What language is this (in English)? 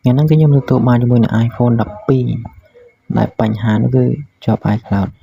Khmer